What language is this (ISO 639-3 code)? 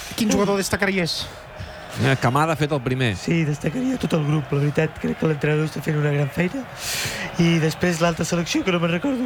cat